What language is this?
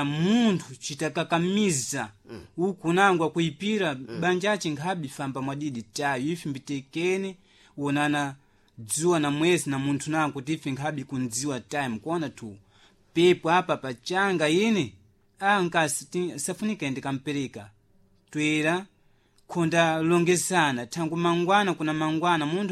Sena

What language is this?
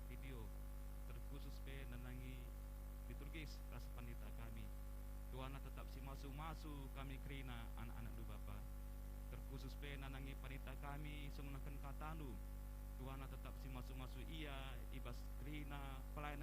Batak Karo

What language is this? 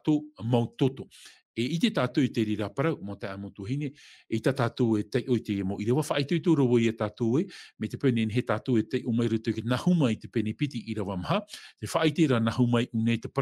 Tahitian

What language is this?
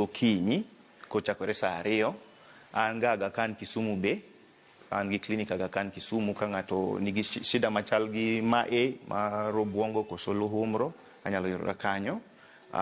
Luo (Kenya and Tanzania)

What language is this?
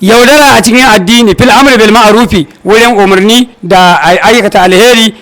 Hausa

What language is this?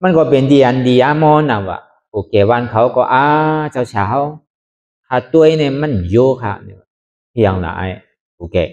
Shan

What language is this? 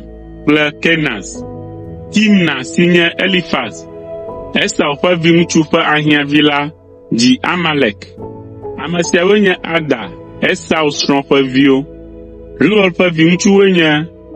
Ewe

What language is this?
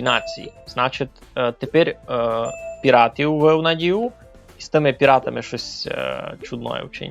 Rusyn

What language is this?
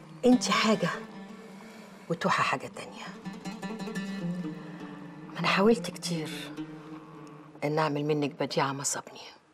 Egyptian Arabic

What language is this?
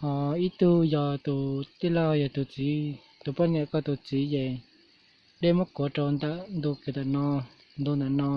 Hmong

